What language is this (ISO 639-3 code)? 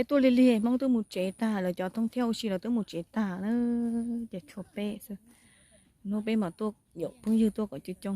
hmn